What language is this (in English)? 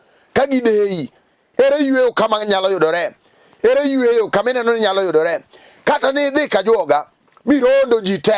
Luo (Kenya and Tanzania)